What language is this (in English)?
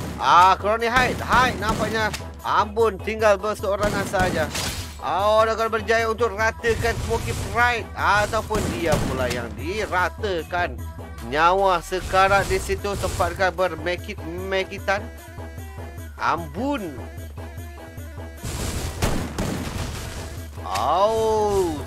Malay